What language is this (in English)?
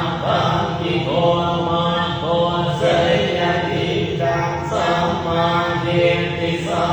Pali